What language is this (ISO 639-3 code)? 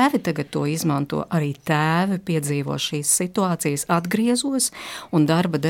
lav